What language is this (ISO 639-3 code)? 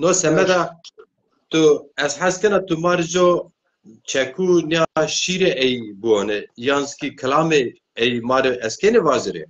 zza